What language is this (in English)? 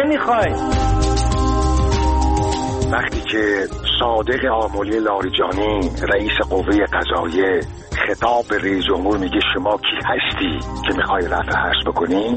Persian